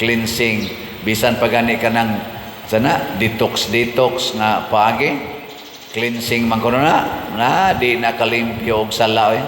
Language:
Cebuano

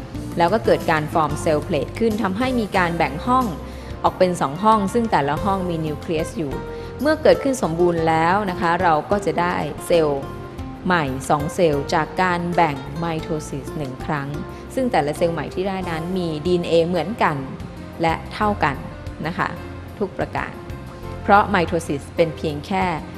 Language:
Thai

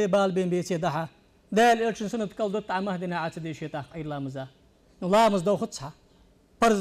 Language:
Ingush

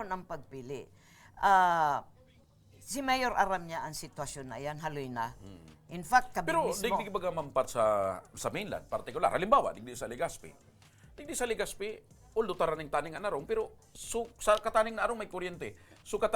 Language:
Bikol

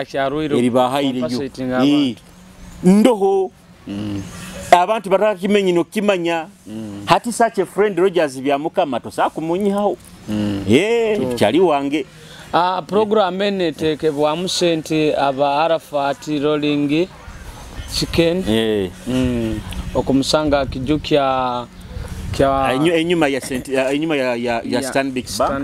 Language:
Nyoro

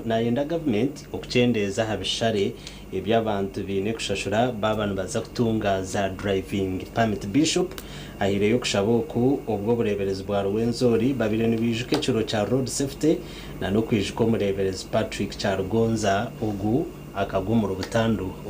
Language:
Nyankole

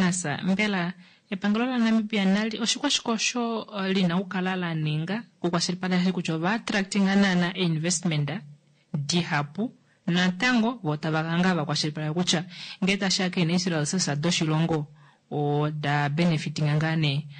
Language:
Kuanyama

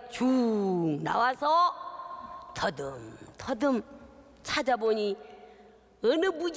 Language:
Korean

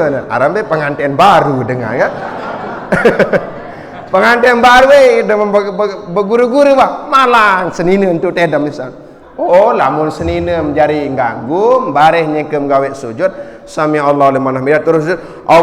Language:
Sasak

